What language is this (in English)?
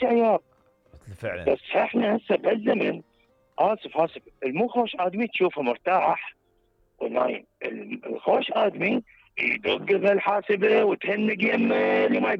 Mesopotamian Arabic